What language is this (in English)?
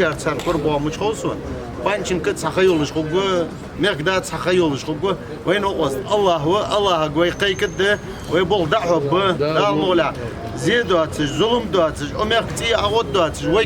Ingush